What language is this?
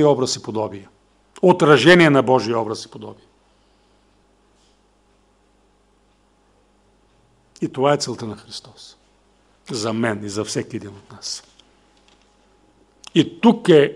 Bulgarian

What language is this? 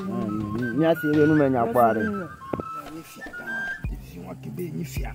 Ewe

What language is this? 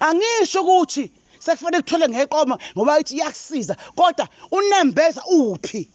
Zulu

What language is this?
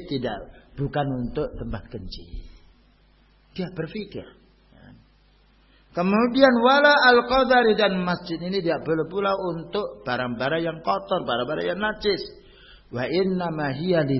Indonesian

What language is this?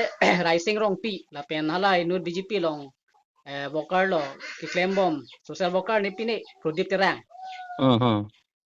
Karbi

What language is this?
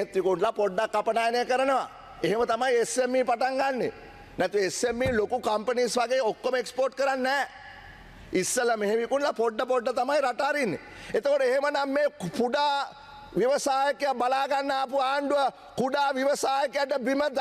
Sinhala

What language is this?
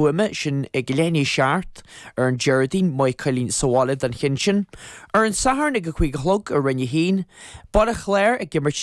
Irish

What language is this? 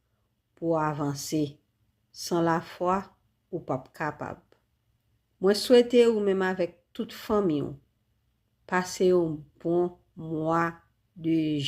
Haitian Creole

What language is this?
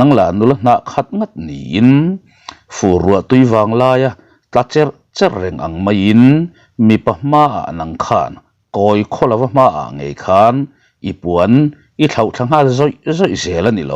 Mizo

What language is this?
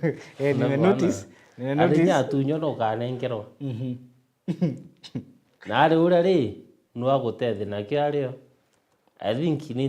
Meru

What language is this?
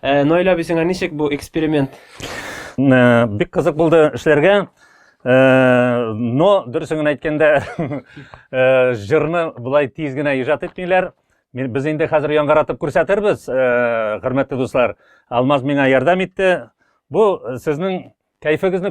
Tatar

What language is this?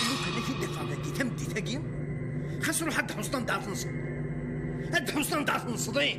Kabyle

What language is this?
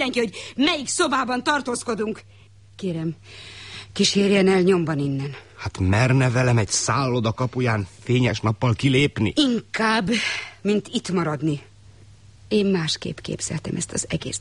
Hungarian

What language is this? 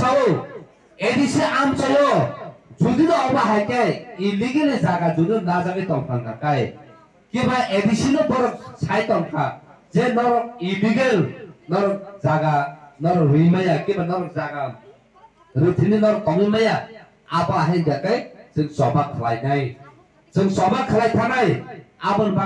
Kok Borok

